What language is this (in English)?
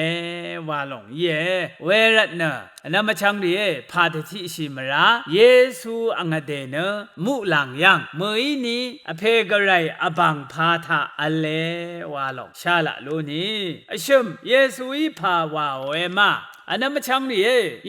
Rawang